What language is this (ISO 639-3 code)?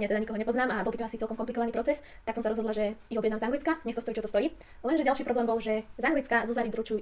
slk